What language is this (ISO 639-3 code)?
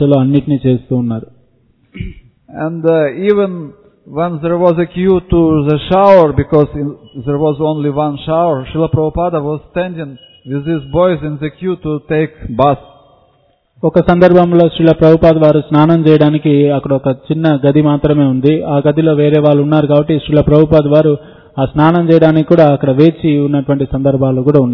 tel